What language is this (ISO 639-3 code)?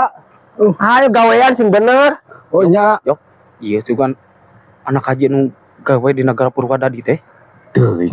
sun